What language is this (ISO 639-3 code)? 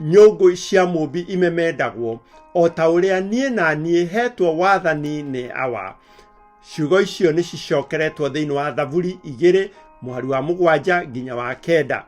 kik